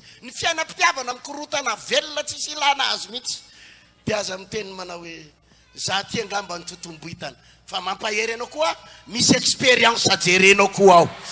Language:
Malagasy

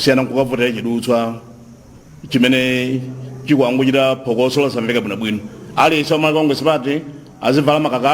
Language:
Nyanja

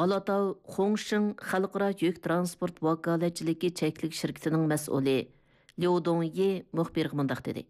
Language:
Uyghur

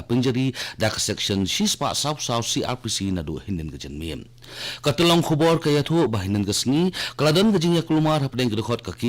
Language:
Khasi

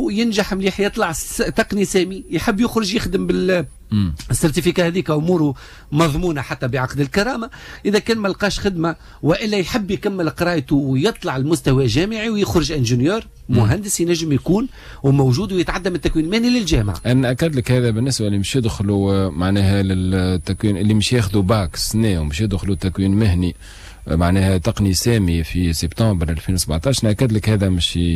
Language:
Tunisian Arabic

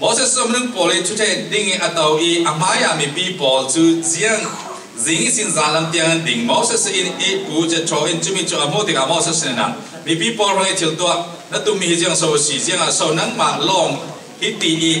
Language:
Falam Chin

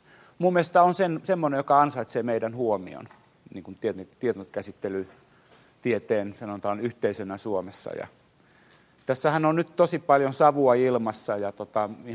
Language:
Finnish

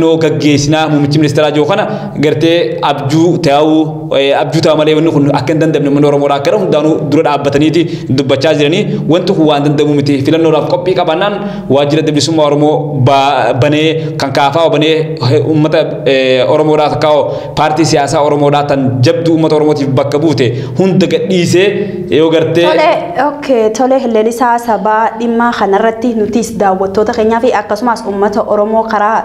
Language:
Oromo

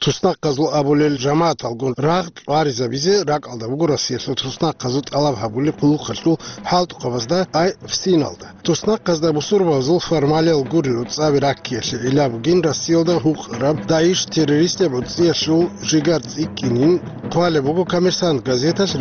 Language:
Avaric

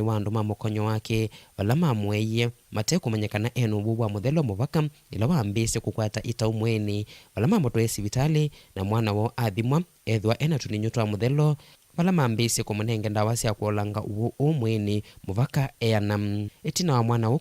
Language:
Kamba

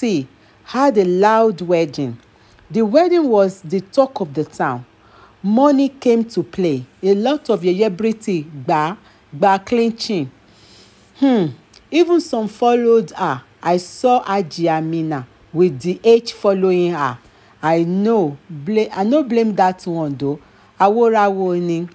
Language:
Nigerian Pidgin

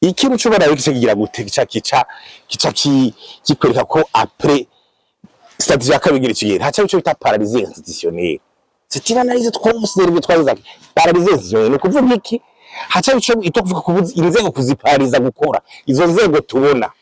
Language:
Rundi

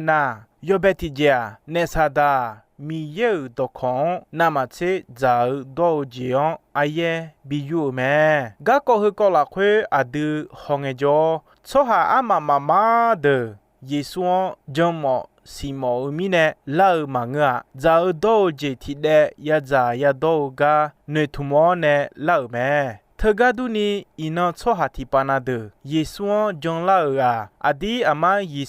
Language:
Akha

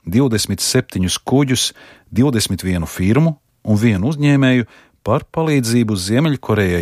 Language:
Latvian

